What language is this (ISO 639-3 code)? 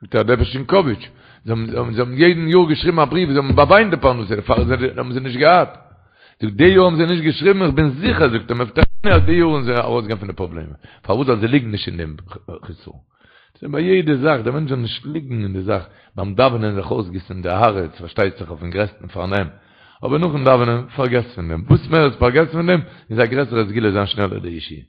yid